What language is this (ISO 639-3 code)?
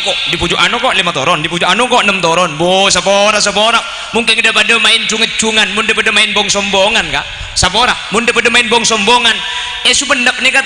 mad